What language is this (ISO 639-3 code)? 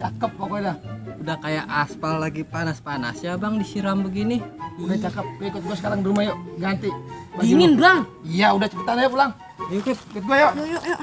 bew